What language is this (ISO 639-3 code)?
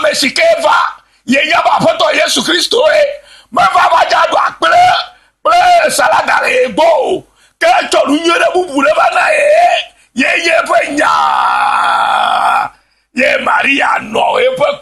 ewe